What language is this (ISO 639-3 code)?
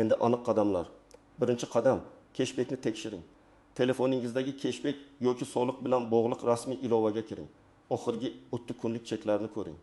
uzb